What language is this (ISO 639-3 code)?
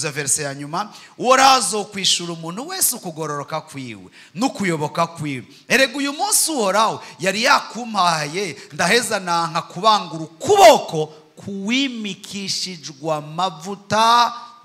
run